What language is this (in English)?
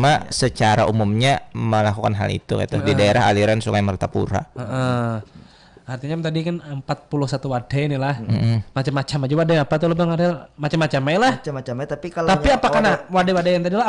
Banjar